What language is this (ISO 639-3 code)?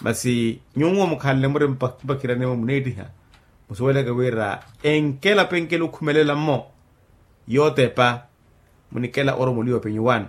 vmw